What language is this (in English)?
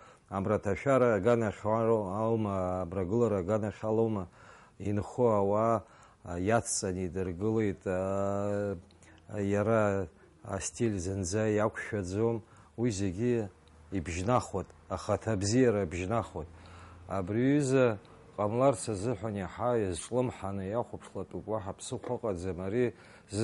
Abkhazian